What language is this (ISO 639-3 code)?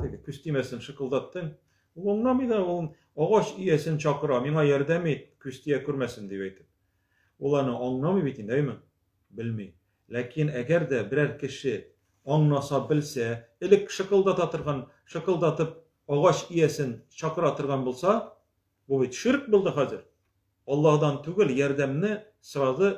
tat